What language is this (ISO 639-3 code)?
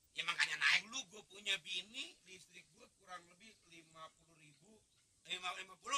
bew